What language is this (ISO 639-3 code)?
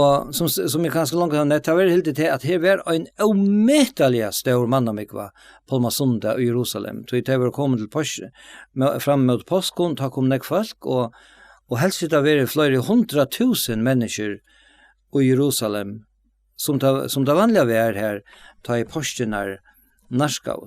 fao